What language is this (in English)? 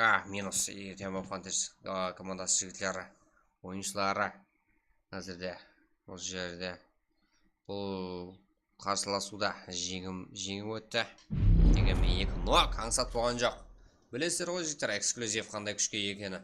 Kara-Kalpak